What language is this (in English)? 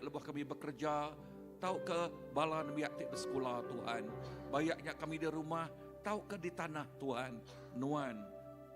Iban